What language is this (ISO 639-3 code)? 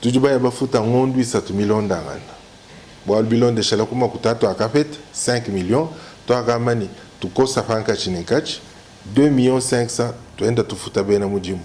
lua